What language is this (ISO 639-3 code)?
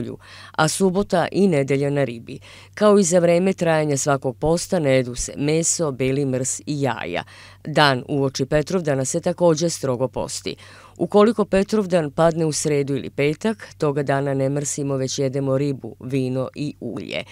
srp